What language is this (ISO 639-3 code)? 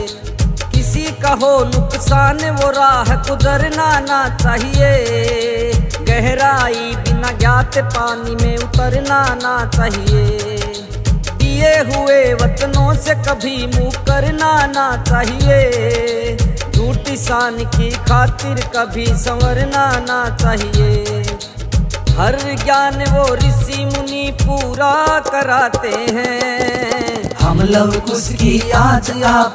bgc